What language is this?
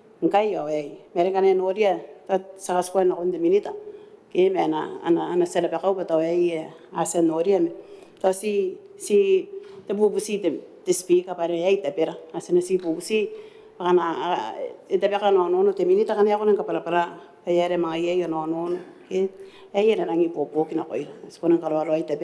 Gilbertese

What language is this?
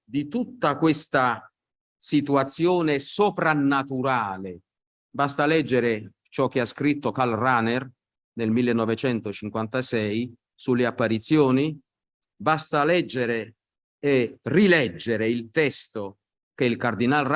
Italian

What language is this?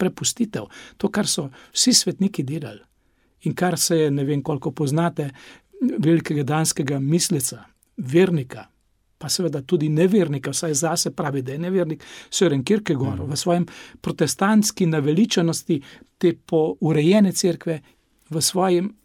Slovenian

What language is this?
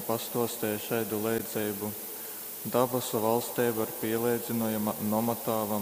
Latgalian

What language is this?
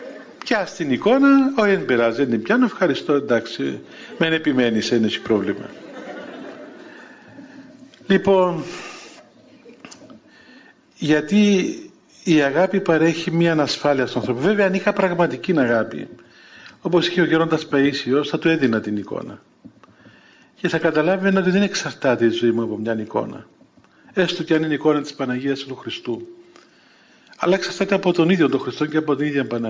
Greek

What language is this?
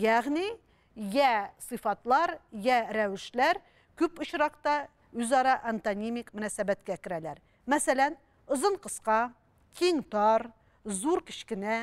Tatar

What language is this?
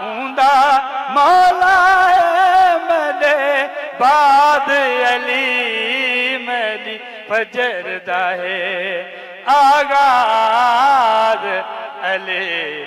Saraiki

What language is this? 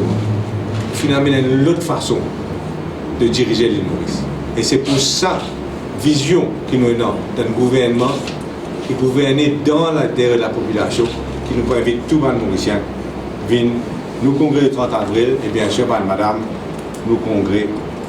Morisyen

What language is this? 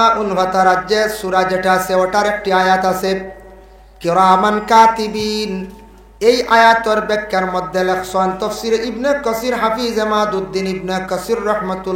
Sylheti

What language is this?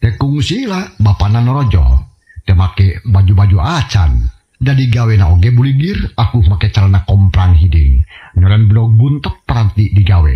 Sundanese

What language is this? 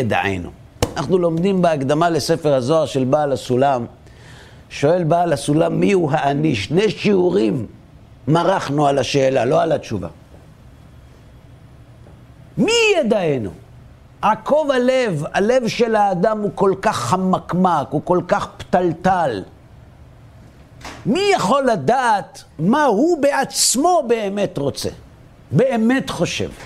Hebrew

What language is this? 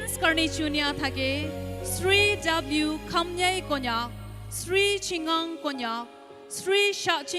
Naga Pidgin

